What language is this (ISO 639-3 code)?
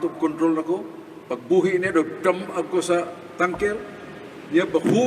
ceb